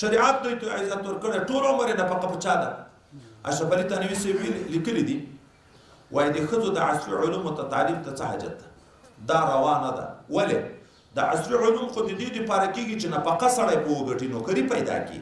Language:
Pashto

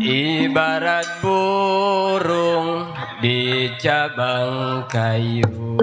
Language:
Betawi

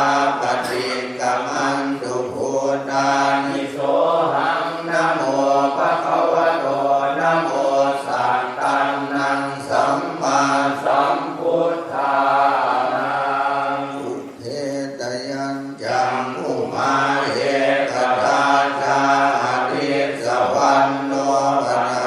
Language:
Pali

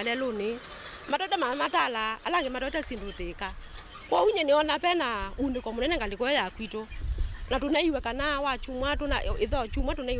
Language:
Kamba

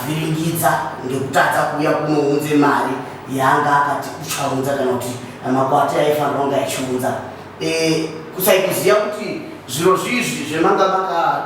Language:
Shona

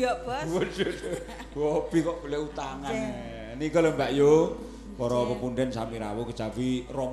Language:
Javanese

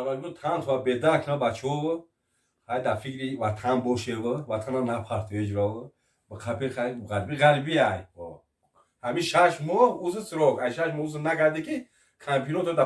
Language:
Tajik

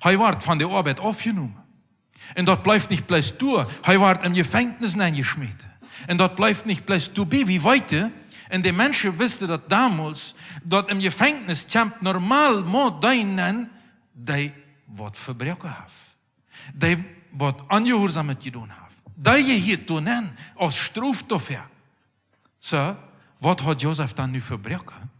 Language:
Plautdietsch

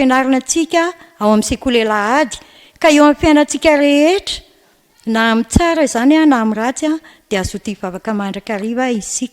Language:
Malagasy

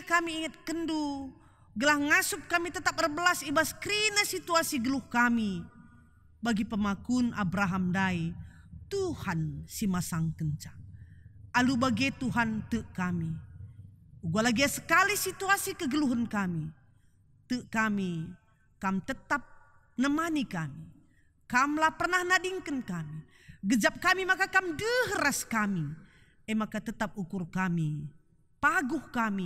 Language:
Batak Karo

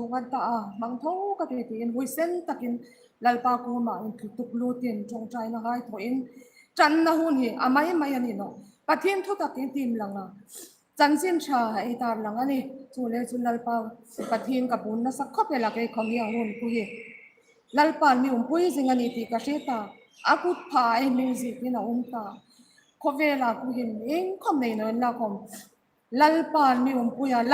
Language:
Hmar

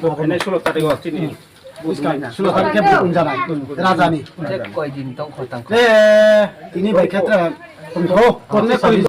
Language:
Riang (India)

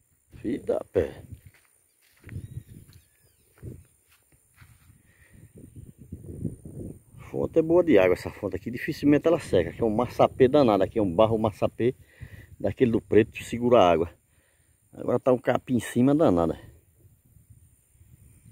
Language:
Portuguese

